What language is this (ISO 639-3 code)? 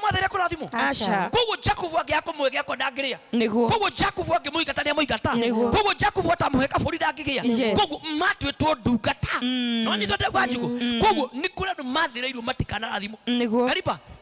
kik